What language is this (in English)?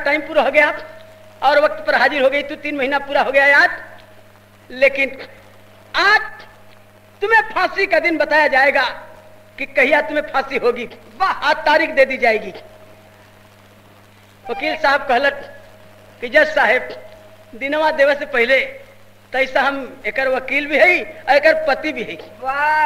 Bhojpuri